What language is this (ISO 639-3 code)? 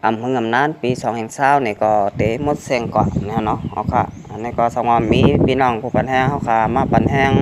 shn